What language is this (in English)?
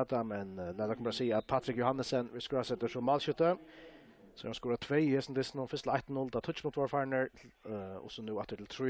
Faroese